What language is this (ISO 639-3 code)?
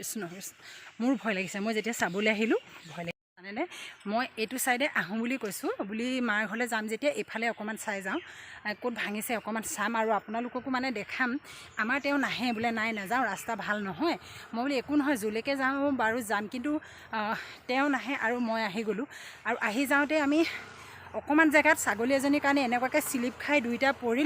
asm